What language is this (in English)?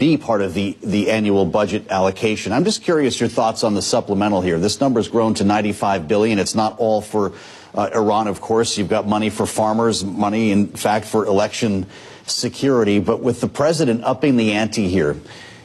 English